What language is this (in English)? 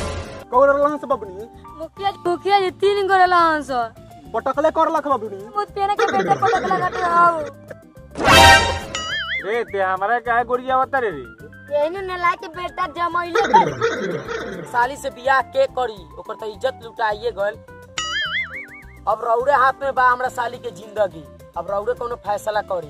Bhojpuri